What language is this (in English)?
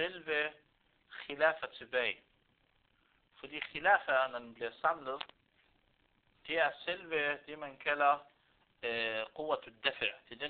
Danish